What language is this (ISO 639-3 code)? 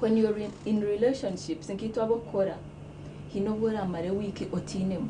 nyn